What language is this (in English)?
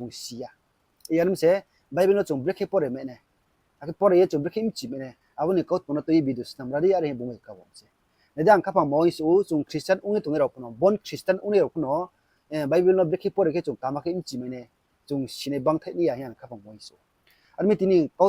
Riang (India)